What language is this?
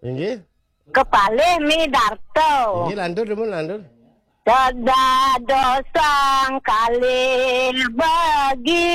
Balinese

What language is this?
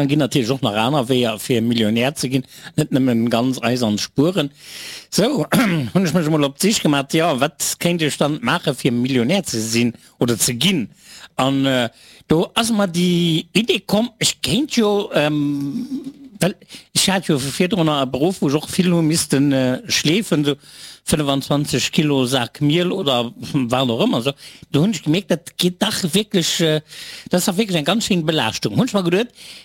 Luxembourgish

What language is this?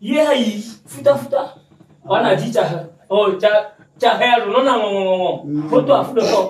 Ewe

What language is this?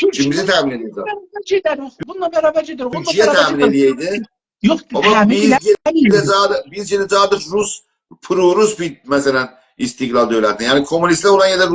South Azerbaijani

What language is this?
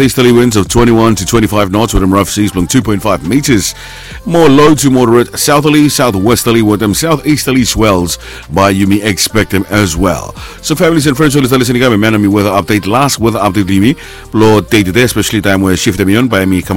Bislama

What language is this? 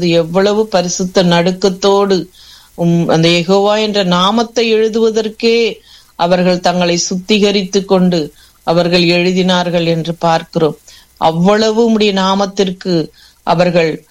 Tamil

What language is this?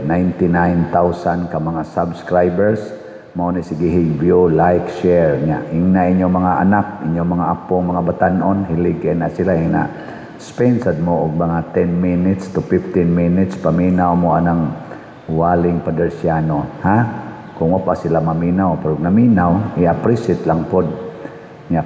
Cebuano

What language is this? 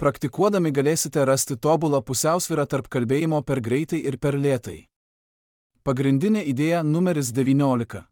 Lithuanian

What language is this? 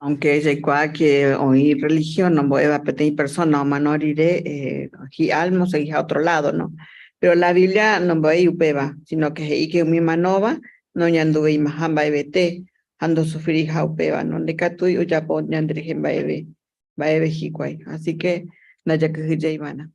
Guarani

